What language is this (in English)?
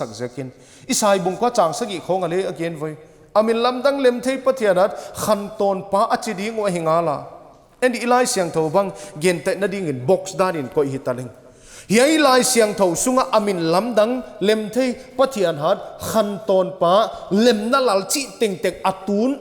Paite Chin